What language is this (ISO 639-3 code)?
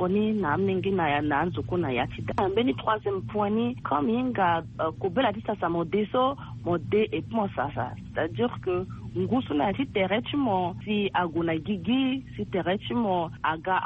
sag